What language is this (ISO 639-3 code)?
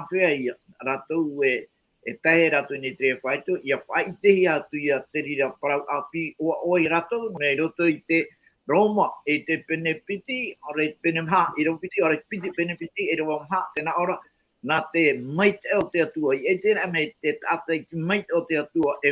tah